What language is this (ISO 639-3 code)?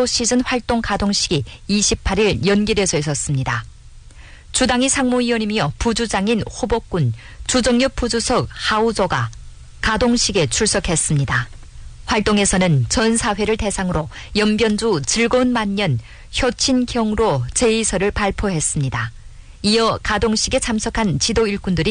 kor